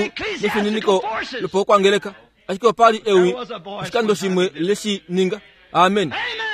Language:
Kuanyama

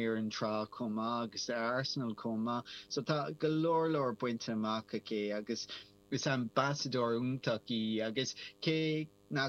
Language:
Irish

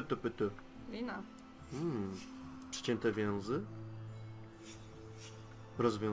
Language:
Polish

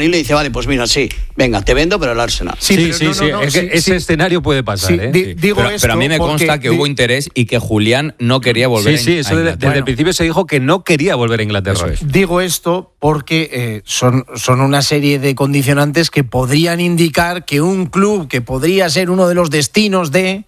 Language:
Spanish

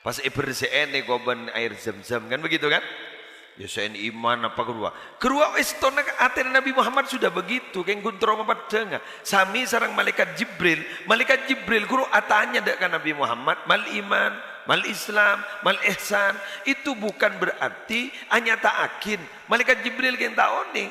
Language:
Madurese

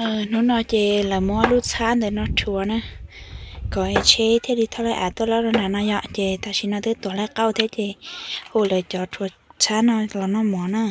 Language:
Hmong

